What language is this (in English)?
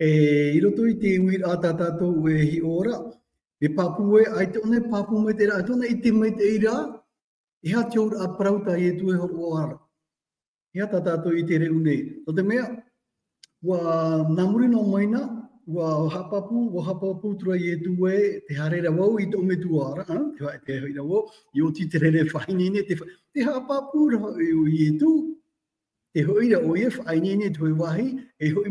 Tahitian